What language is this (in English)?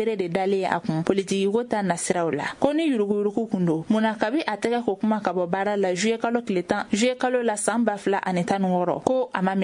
Bambara